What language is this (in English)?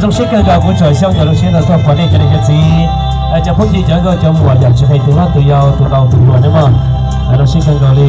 Hmong